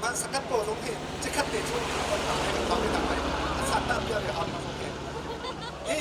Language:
Hakha Chin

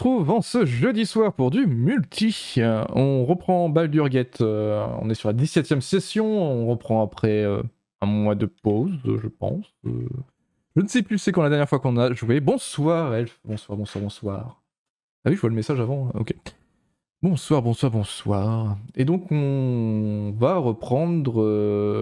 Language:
French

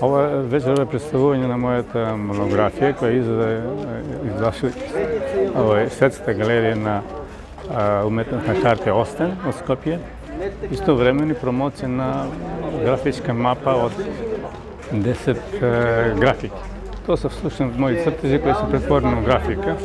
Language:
Macedonian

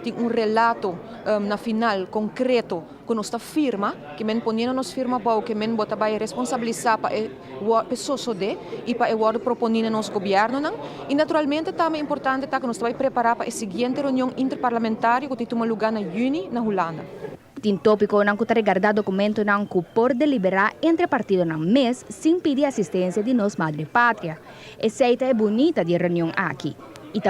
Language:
Papiamento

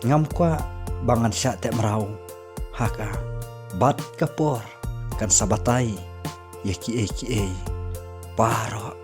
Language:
Khasi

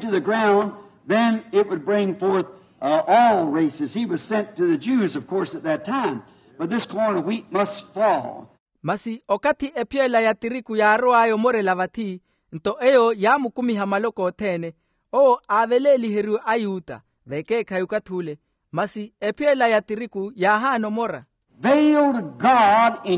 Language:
Makhuwa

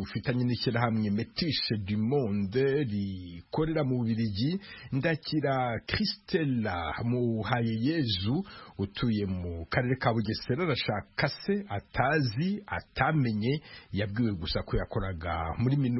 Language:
Kinyarwanda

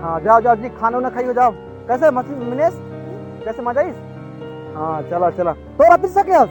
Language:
Chhattisgarhi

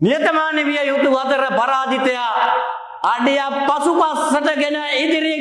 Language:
Sinhala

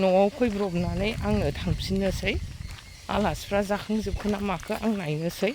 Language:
Bodo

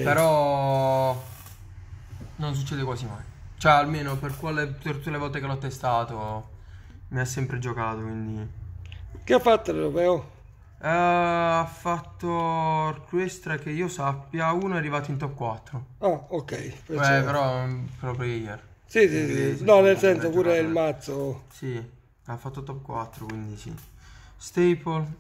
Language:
Italian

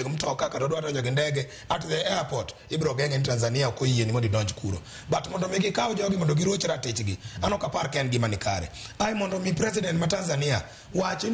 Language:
Luo (Kenya and Tanzania)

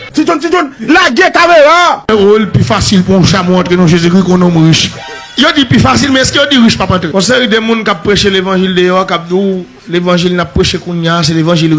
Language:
Haitian Creole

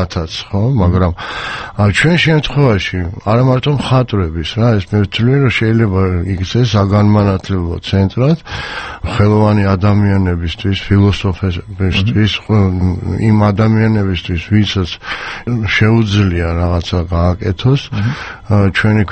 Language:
Georgian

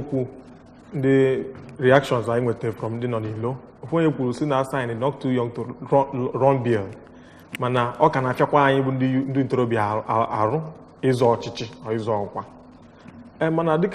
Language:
Igbo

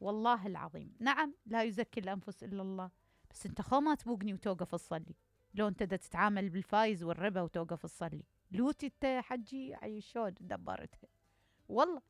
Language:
Mesopotamian Arabic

